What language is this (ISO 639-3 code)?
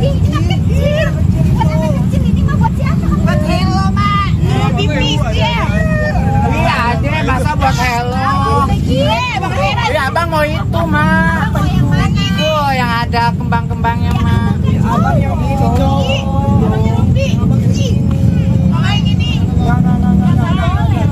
bew